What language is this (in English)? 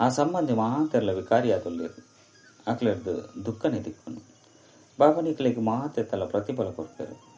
Tulu